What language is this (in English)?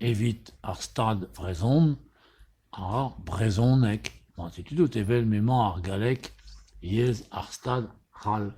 Breton